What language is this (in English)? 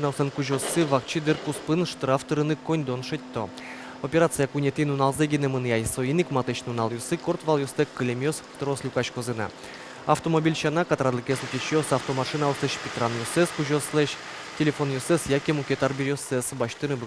Udmurt